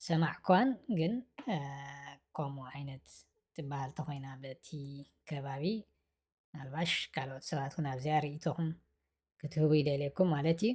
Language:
Tigrinya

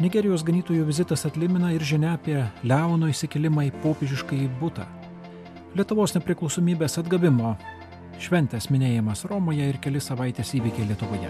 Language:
Lithuanian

